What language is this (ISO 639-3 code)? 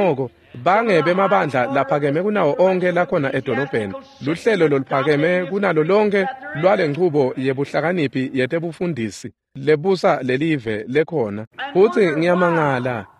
ssw